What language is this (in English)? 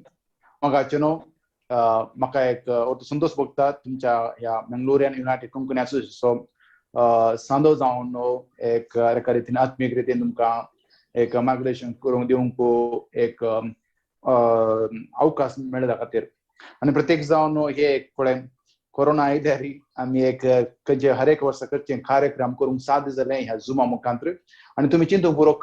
Konkani